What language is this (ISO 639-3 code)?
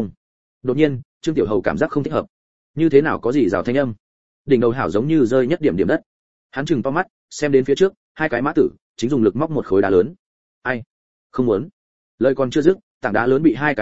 vie